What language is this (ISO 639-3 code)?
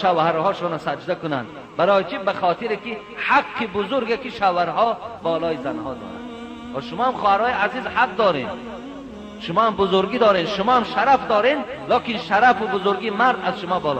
tgk